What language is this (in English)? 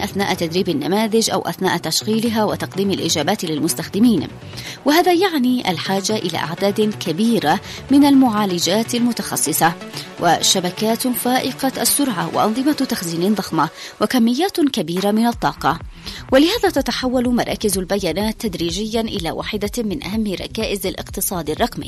Arabic